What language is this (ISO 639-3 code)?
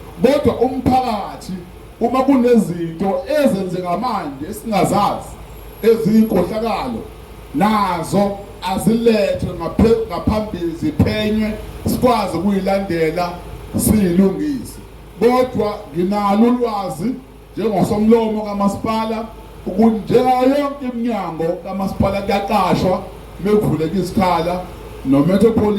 zul